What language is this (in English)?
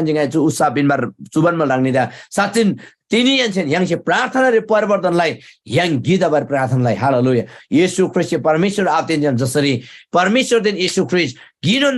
Eastern Tamang